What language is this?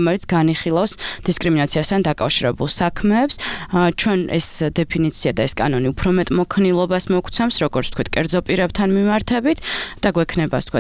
Georgian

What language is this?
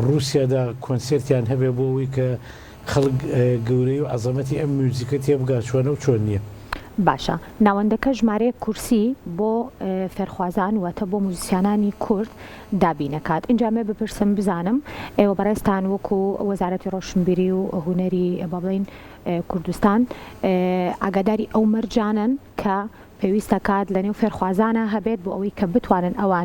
Central Kurdish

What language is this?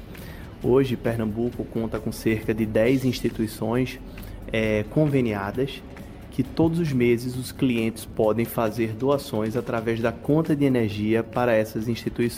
Portuguese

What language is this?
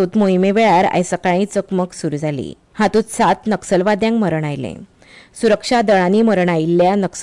Konkani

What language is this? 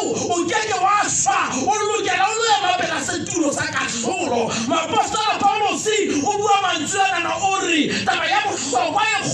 Southern Sotho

